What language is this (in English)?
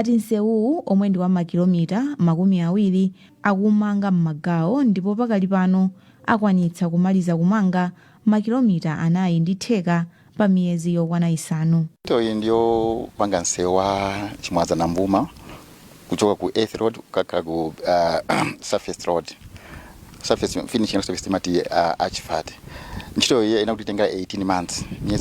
Nyanja